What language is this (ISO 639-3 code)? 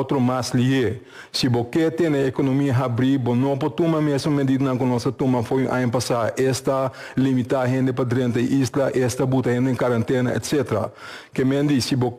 pap